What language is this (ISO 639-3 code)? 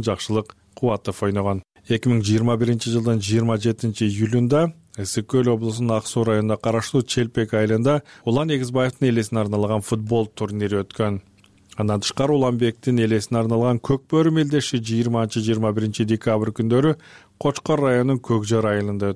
kir